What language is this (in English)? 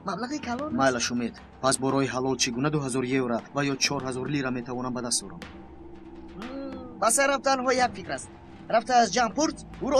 Tajik